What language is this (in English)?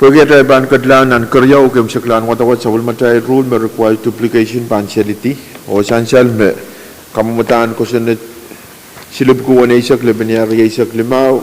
Pohnpeian